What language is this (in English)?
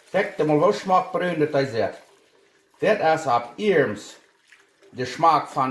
Plautdietsch